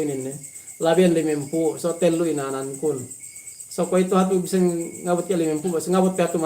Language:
Yakan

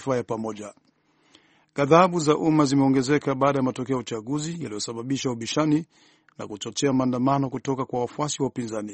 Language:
Swahili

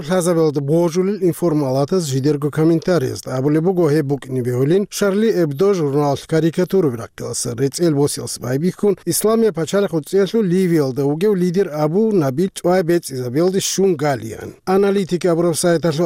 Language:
Avaric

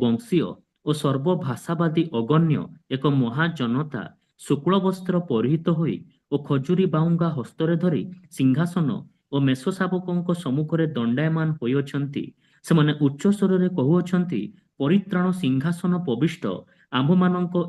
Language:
Odia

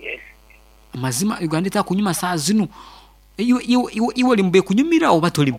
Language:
Nyoro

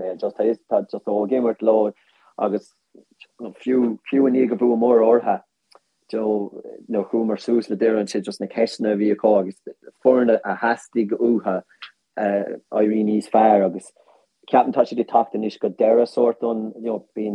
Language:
Irish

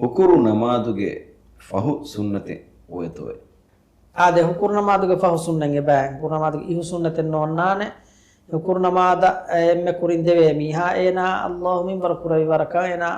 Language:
Divehi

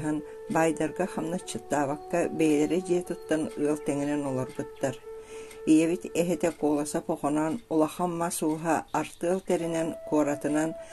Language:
Yakut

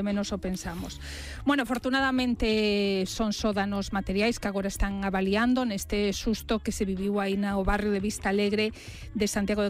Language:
Galician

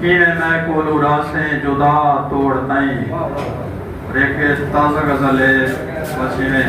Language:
Saraiki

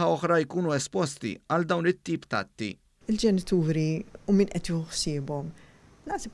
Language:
Maltese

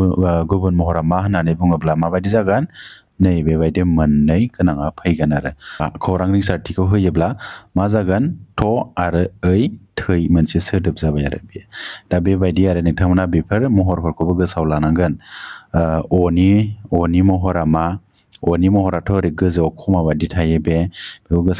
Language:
Bodo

